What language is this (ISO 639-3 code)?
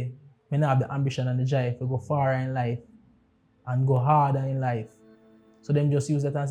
jam